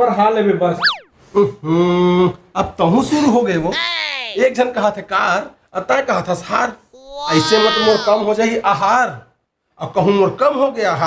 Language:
Chhattisgarhi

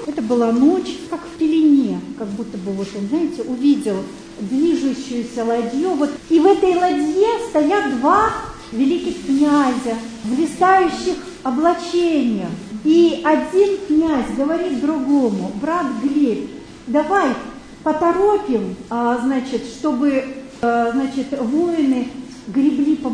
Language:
Russian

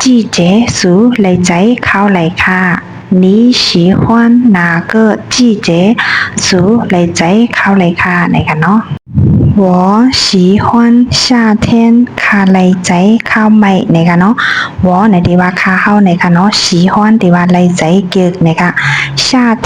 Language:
Shan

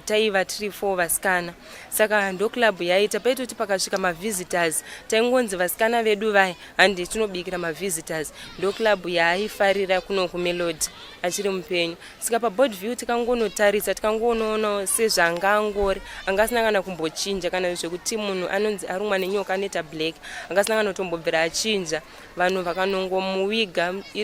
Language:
Shona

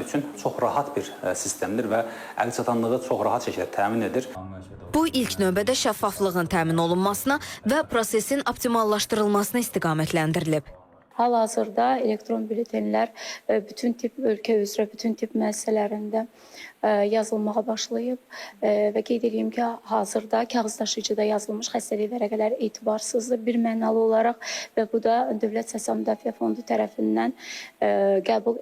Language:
Azerbaijani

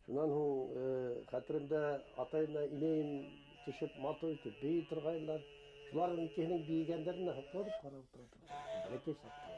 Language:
Bashkir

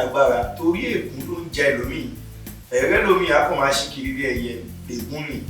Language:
Yoruba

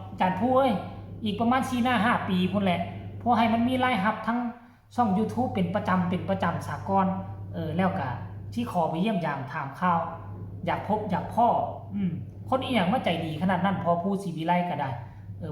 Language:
Northeastern Thai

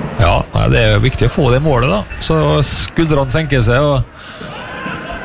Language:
Norwegian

